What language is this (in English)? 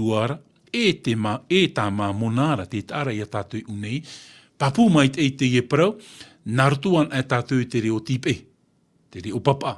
Tahitian